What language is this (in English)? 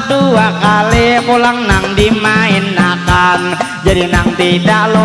Banjar